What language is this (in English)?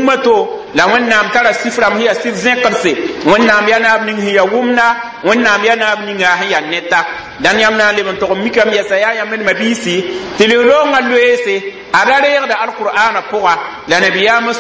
Mossi